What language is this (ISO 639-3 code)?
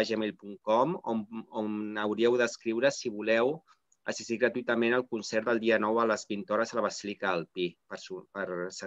cat